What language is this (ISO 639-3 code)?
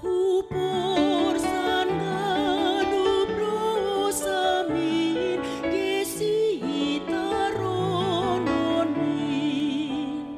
bts